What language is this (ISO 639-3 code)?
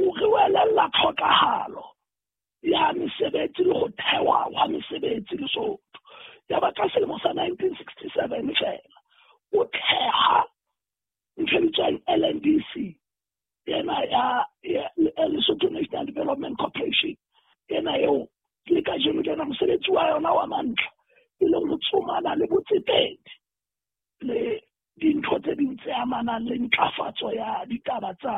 sot